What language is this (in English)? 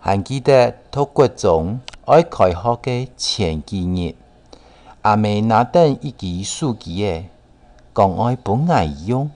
Hakka Chinese